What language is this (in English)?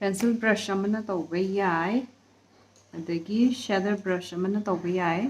Manipuri